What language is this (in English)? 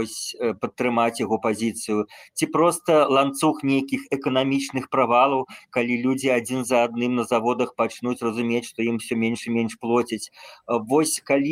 Belarusian